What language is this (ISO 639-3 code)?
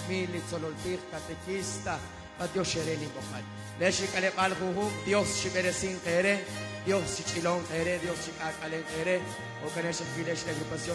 kek